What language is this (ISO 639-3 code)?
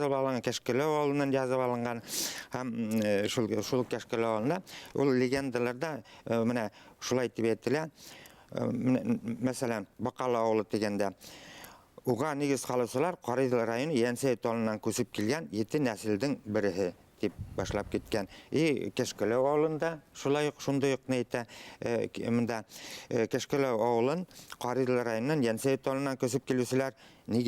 bak